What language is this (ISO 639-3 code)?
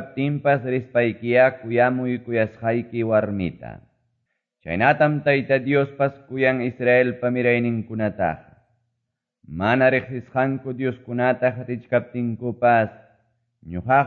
que